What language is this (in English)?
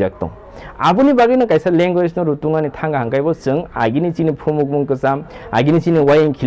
Kok Borok